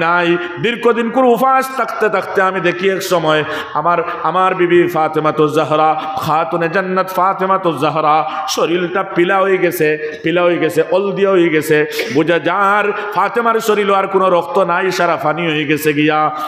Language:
Sylheti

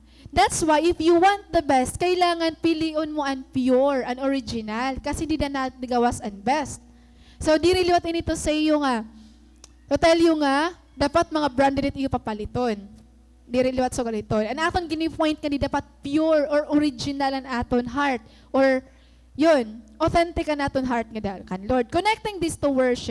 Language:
Waray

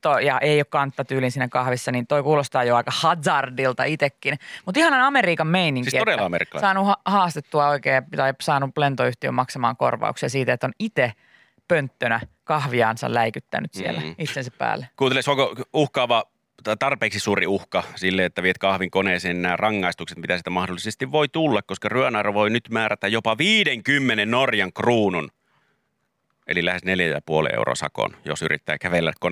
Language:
Finnish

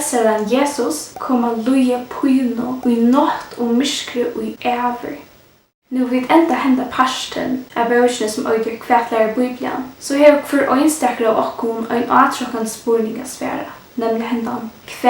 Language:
Faroese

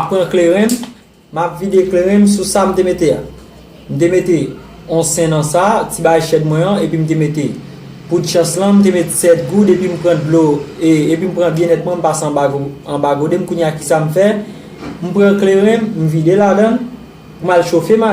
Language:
Haitian Creole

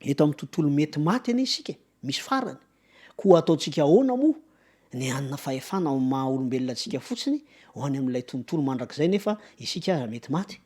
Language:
Malagasy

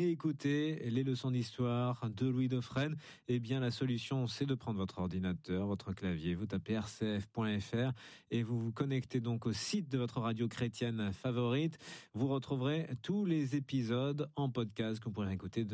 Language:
French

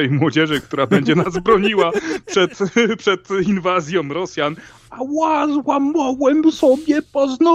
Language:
Polish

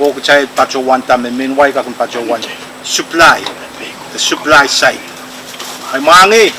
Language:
Pohnpeian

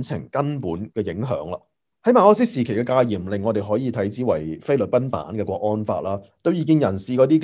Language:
Cantonese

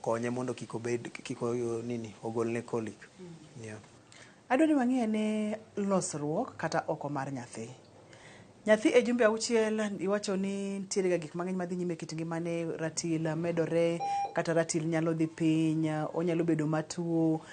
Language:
Luo (Kenya and Tanzania)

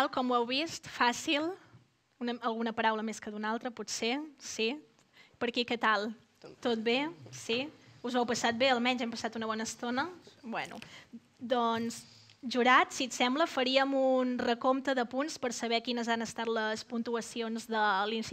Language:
Catalan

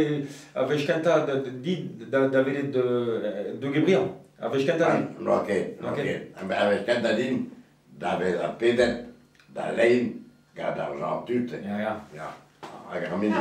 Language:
Breton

